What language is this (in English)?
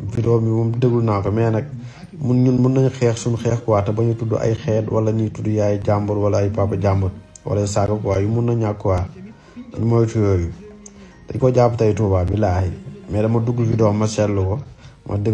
Wolof